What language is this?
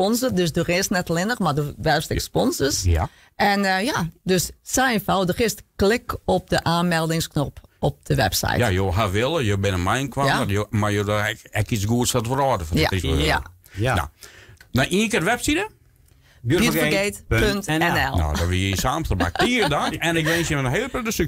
Western Frisian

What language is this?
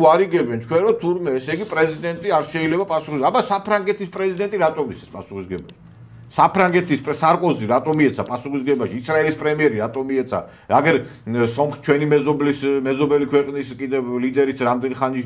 Georgian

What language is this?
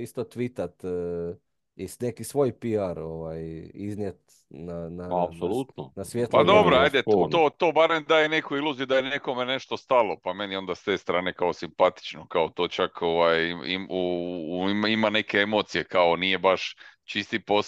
Croatian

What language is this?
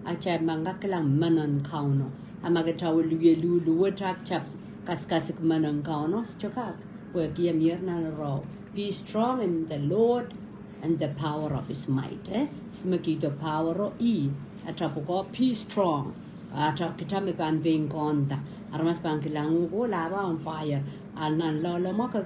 Pohnpeian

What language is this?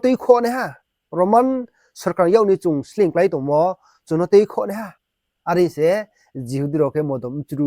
Riang (India)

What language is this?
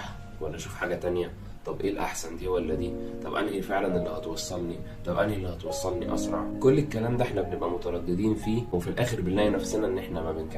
Egyptian Arabic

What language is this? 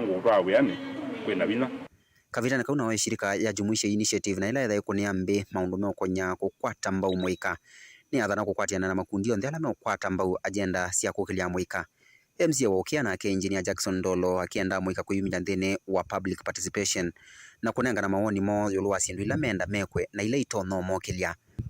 Kamba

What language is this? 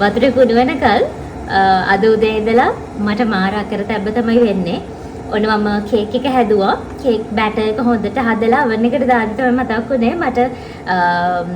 Sinhala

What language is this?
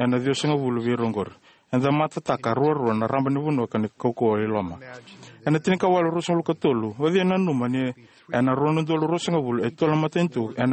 Fijian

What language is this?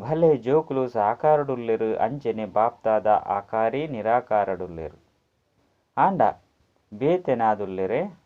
Tulu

